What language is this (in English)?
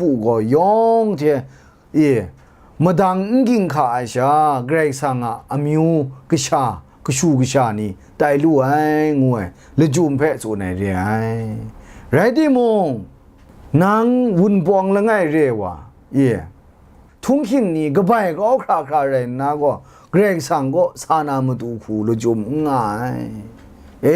Kachin